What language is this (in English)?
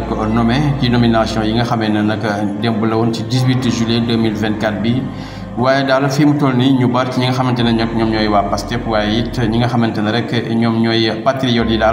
Wolof